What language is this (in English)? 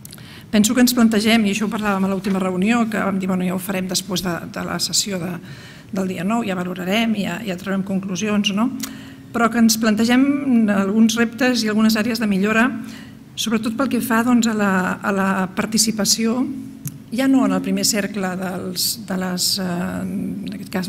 Catalan